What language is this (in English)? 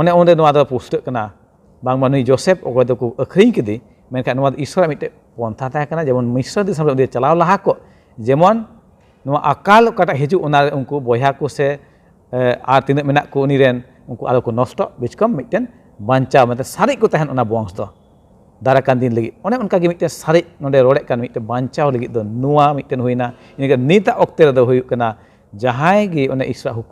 Santali